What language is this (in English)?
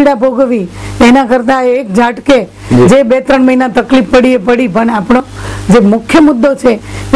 Gujarati